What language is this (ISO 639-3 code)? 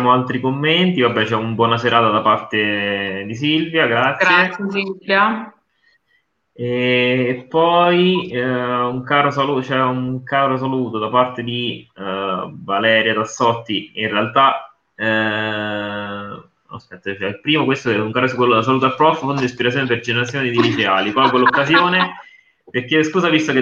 ita